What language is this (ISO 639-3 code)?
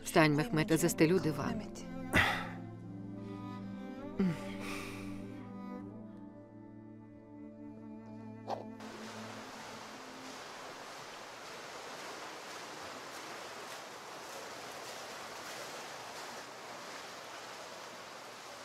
ukr